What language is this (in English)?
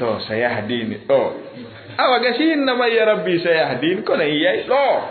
Fula